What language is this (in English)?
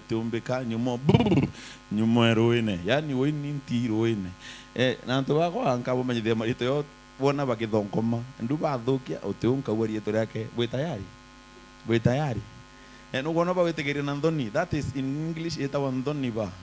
Meru